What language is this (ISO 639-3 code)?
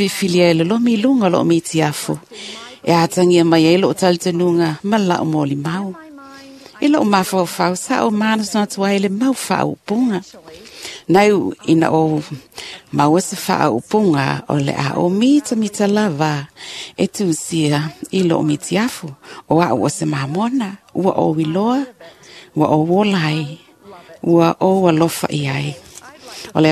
smo